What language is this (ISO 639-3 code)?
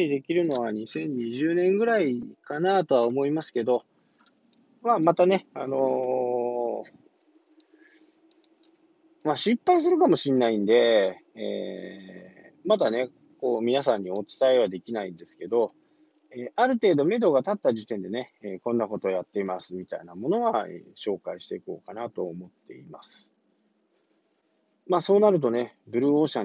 jpn